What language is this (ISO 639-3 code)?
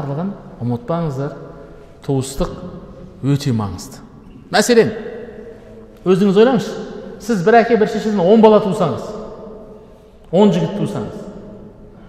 kaz